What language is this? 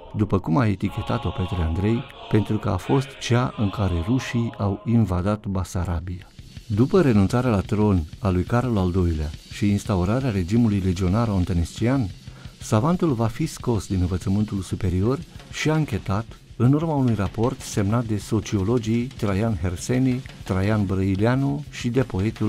Romanian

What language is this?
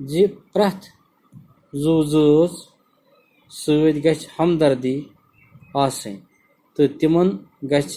Kashmiri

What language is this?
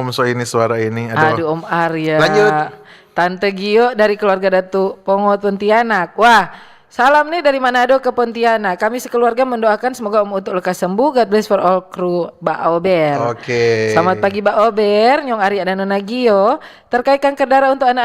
Manado Malay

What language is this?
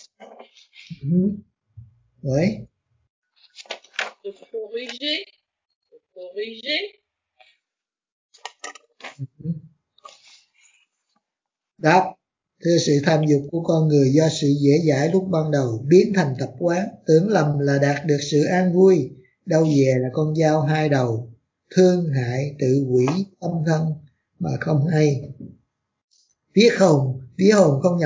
Vietnamese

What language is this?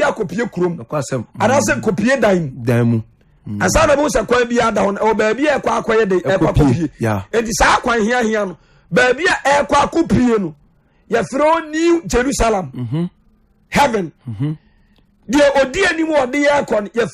Akan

